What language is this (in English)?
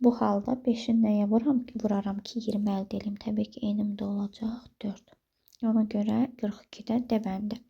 Azerbaijani